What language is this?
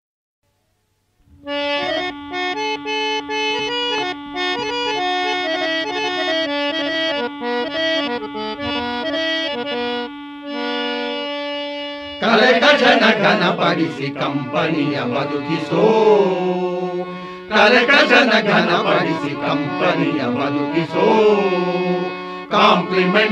Kannada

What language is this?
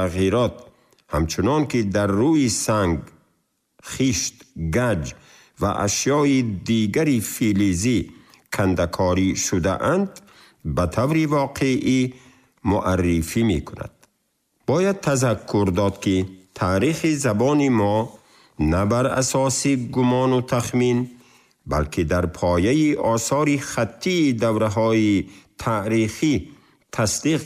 Tajik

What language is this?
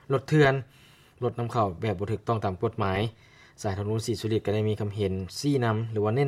Lao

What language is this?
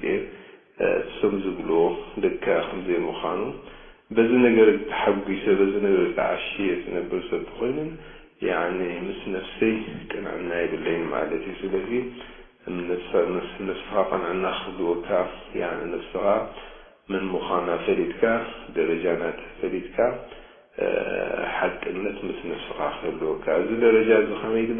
Tigrinya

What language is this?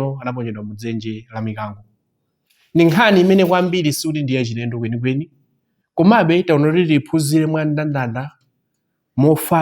Nyanja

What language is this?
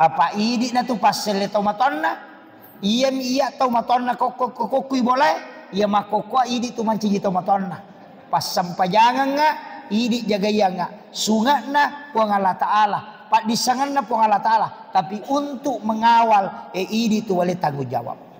Buginese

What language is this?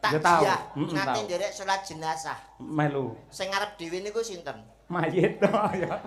Javanese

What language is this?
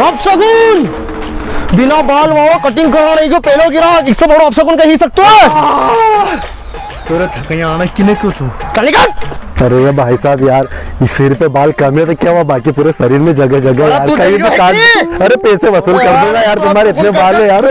Rajasthani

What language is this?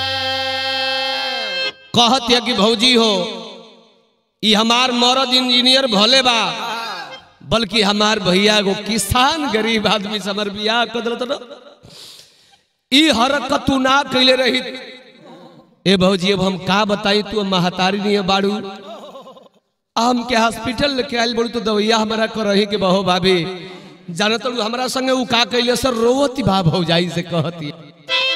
Bhojpuri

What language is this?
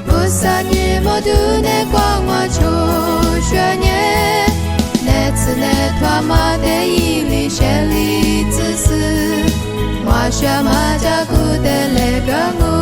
Lisu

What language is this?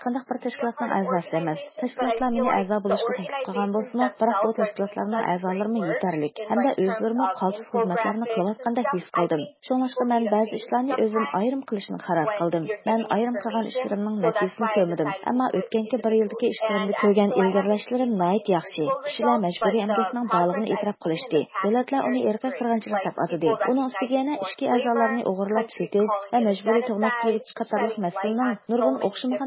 Uyghur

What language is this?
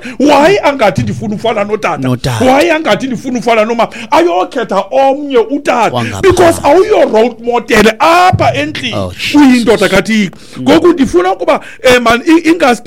Xhosa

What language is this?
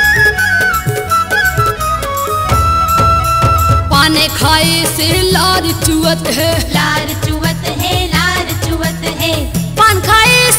Bundeli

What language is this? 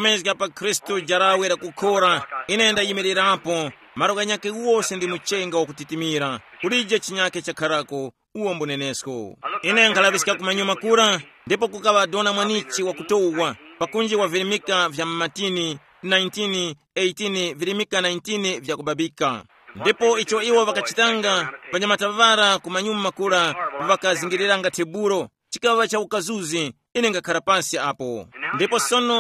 Tumbuka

